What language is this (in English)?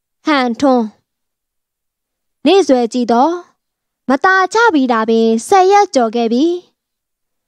Burmese